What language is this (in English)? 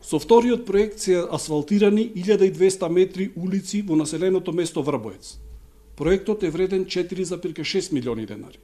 Macedonian